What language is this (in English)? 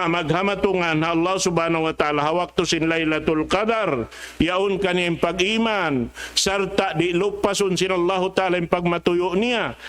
Tausug